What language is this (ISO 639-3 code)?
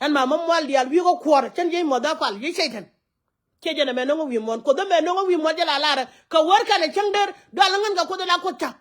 nus